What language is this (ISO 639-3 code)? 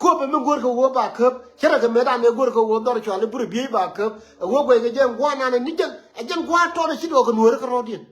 nus